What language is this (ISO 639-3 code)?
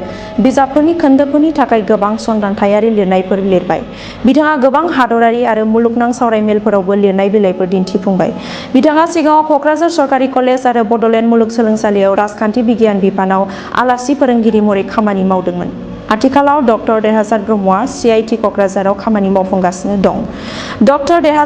brx